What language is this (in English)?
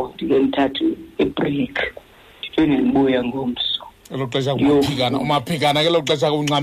Xhosa